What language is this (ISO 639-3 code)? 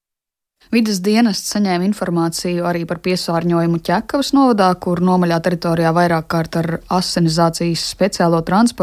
lav